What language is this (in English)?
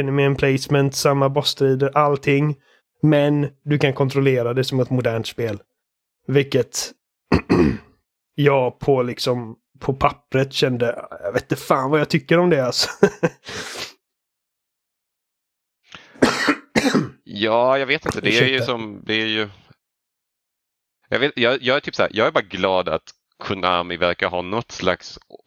Swedish